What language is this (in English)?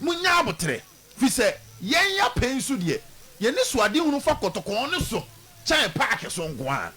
Akan